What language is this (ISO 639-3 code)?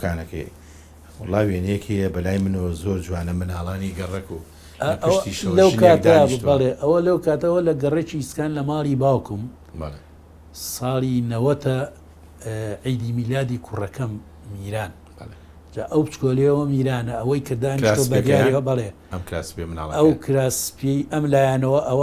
ckb